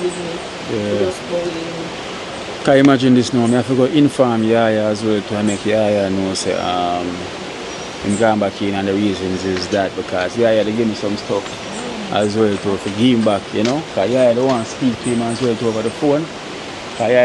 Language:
Jamaican Creole English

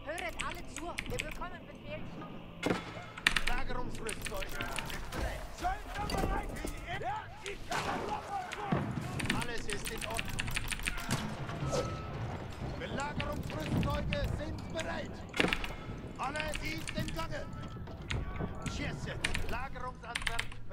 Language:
German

